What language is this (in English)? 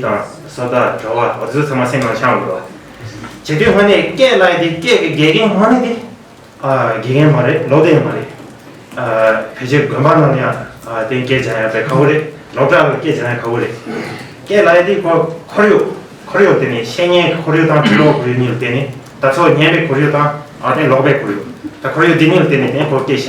Tibetan